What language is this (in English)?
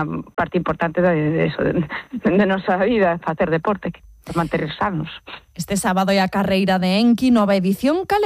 Galician